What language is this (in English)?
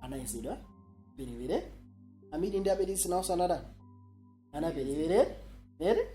Nyanja